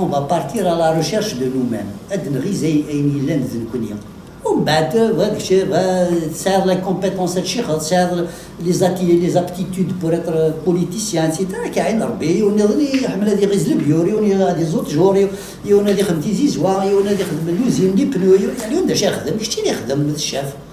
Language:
Kabyle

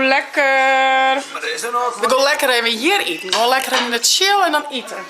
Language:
Western Frisian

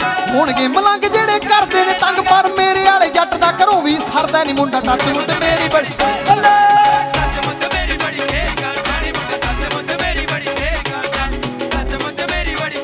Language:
Punjabi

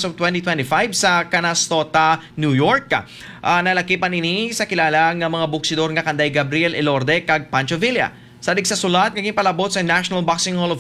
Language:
Hiligaynon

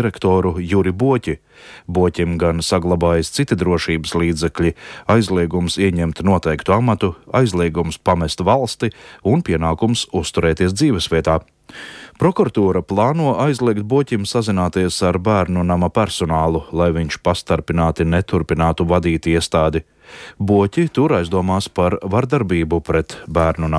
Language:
Latvian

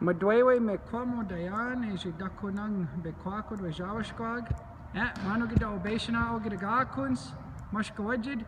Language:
Chippewa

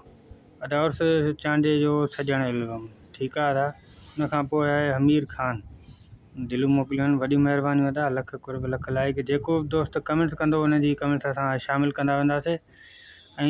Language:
Sindhi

